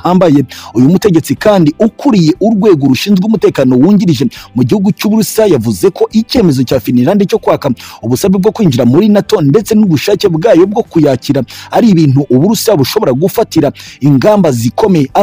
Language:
Kinyarwanda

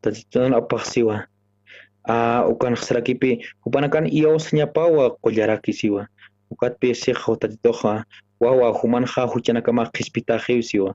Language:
Aymara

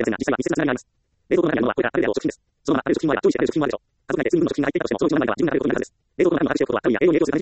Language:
Japanese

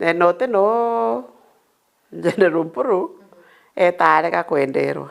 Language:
Meru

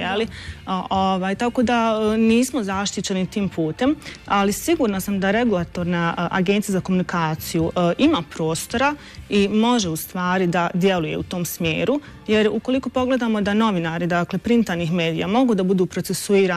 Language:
Bosnian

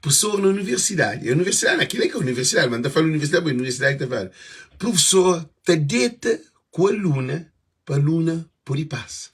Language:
Kabuverdianu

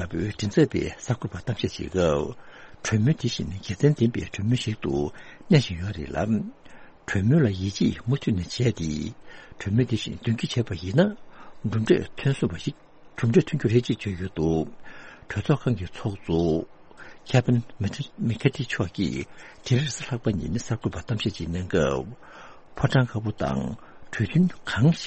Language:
Tibetan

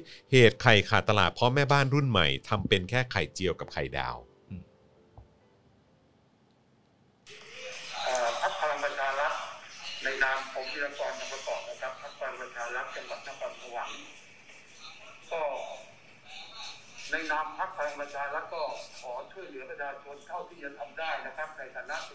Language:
Thai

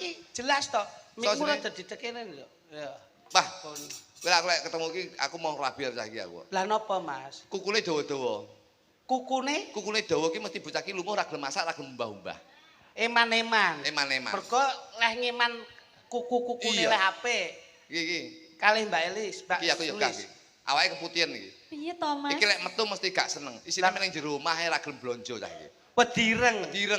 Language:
Javanese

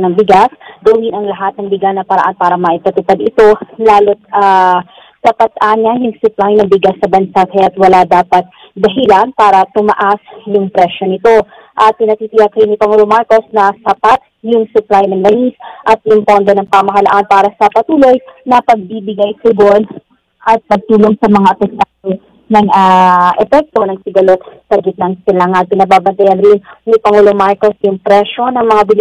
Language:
Filipino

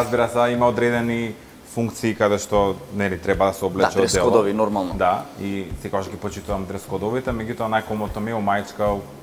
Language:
Macedonian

